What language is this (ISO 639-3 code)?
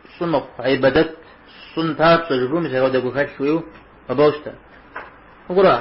kbd